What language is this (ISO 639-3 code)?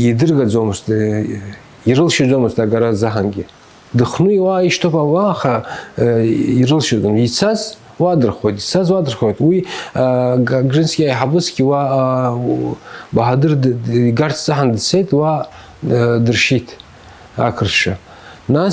abk